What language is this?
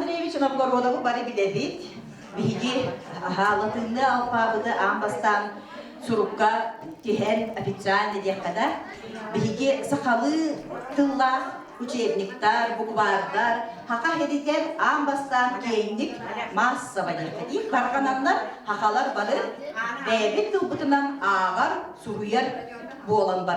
Yakut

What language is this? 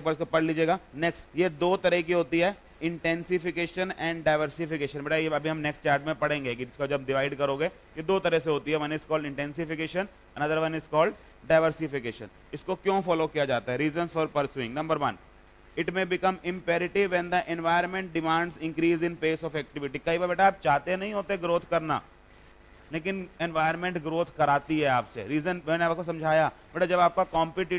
Hindi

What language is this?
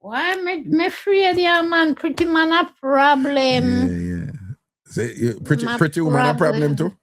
Jamaican Creole English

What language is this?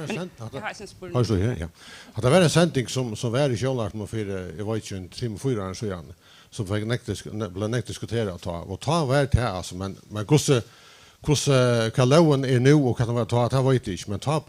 Faroese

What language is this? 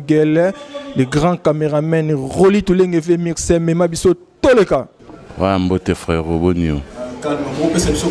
Lingala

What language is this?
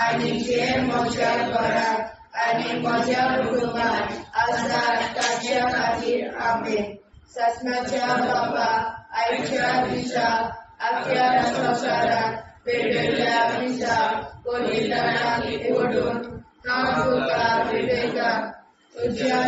Konkani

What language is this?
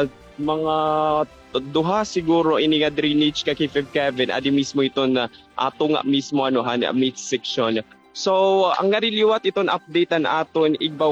Waray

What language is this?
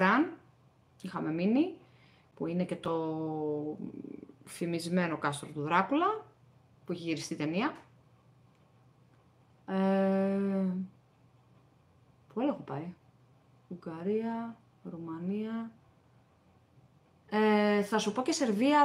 Greek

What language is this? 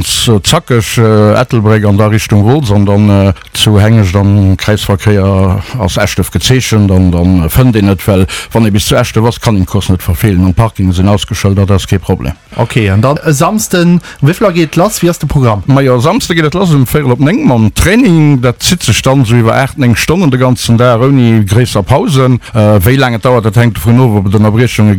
Luxembourgish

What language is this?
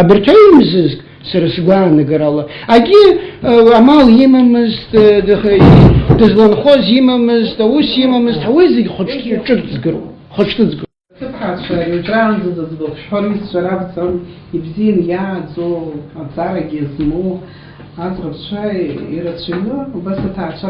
Abkhazian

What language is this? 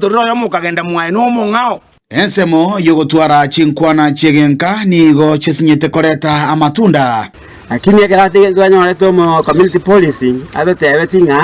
Gusii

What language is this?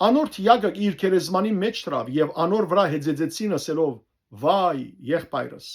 Western Armenian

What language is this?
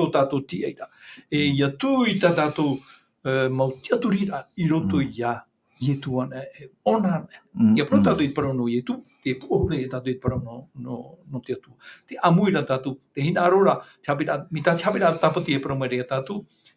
Tahitian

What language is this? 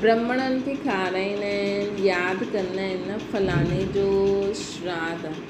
Sindhi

